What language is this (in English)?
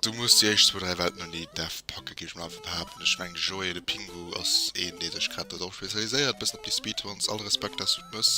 Luxembourgish